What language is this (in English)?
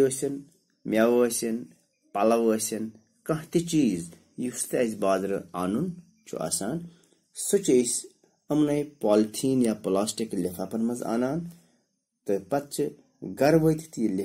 Kashmiri